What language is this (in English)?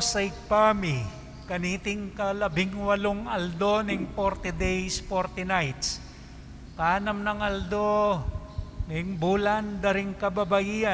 Pampanga